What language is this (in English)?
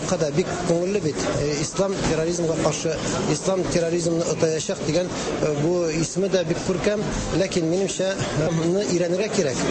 Tatar